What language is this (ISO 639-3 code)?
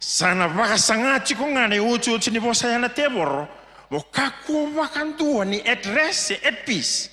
fij